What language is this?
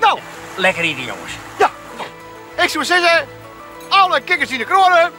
Western Frisian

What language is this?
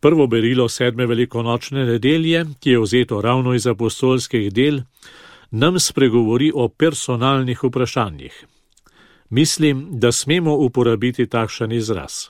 Slovenian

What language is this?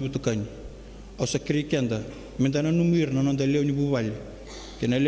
Fijian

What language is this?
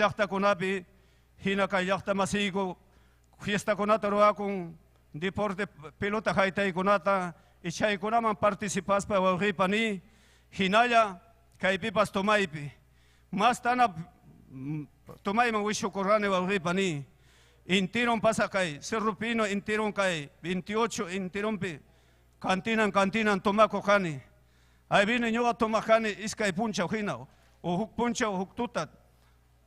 Ayacucho Quechua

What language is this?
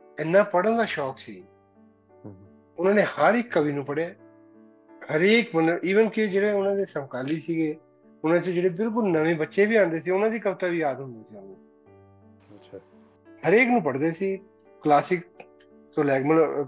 Punjabi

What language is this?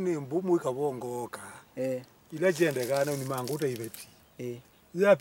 Kamba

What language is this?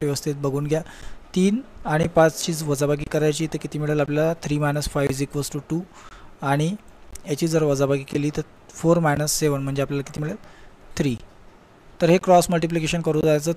Marathi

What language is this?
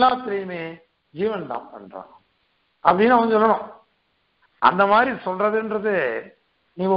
Tamil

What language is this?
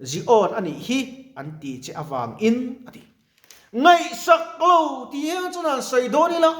Mizo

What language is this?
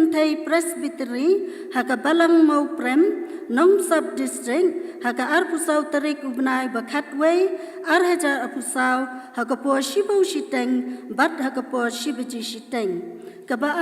Khasi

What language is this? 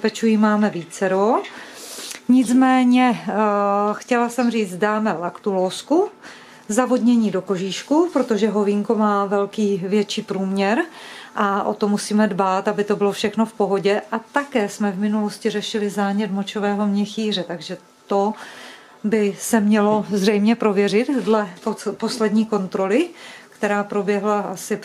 Czech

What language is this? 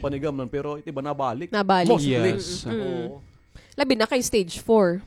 Waray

